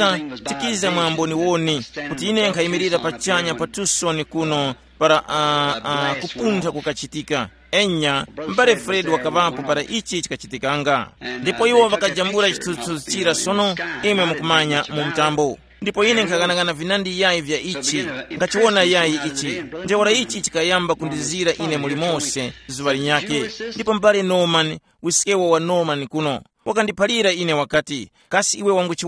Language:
Tumbuka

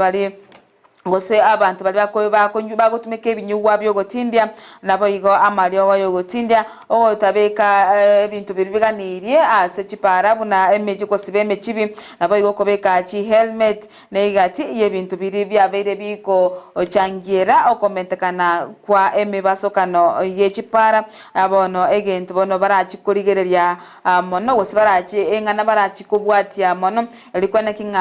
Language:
Gusii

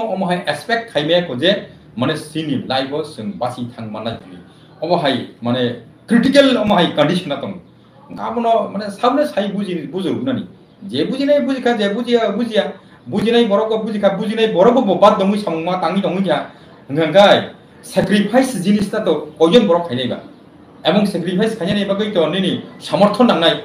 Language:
Kok Borok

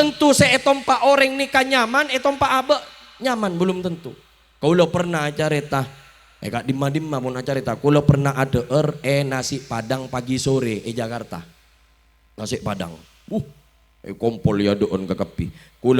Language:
Madurese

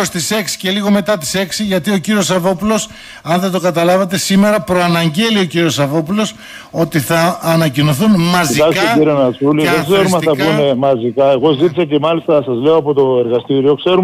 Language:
Greek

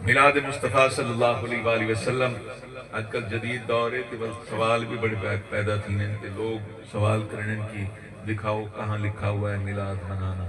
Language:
Saraiki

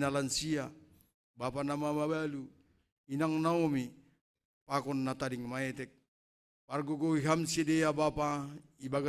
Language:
Batak Simalungun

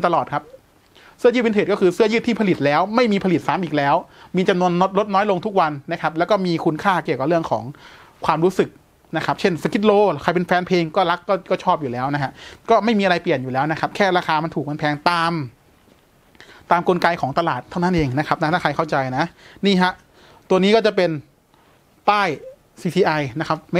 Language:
Thai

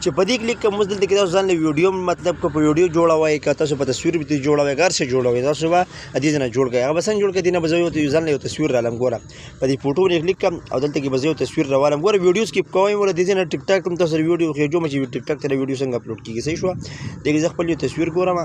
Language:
Pashto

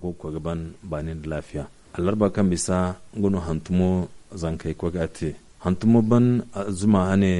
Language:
Zarma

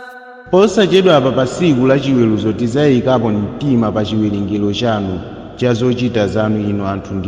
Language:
Nyanja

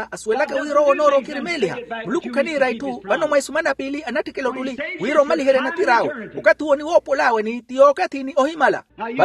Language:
Makhuwa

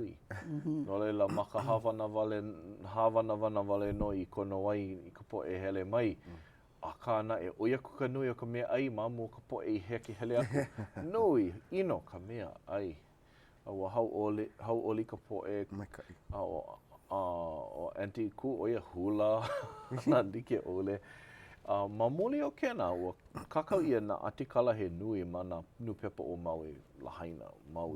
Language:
Hawaiian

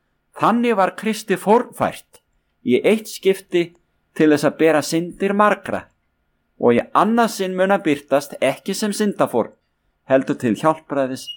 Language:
Icelandic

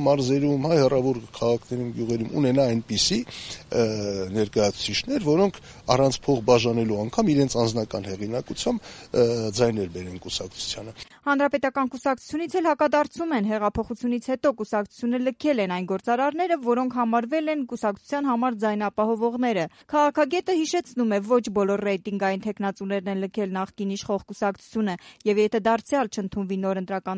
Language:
Armenian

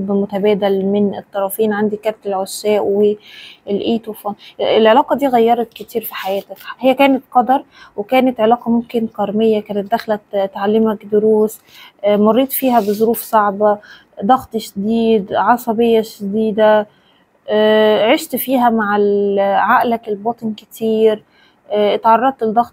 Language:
Egyptian Arabic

